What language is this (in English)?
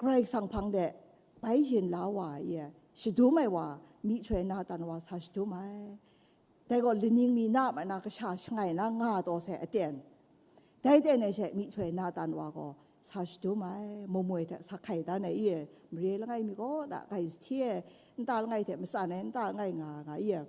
Kachin